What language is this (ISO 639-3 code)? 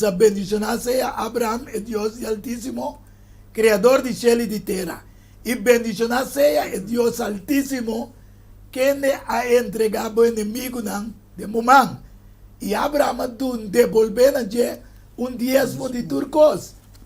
pap